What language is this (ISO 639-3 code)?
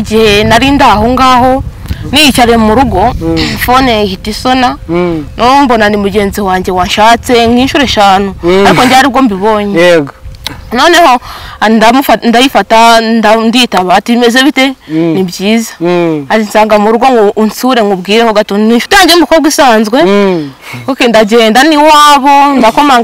kin